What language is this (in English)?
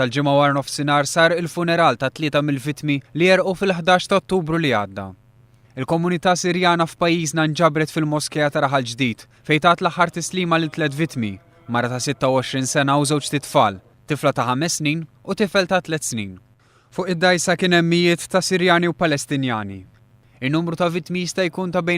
Maltese